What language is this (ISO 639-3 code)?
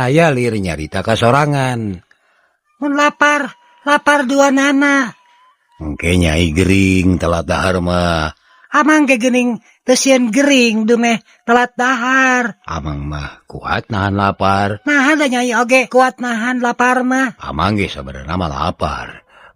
sun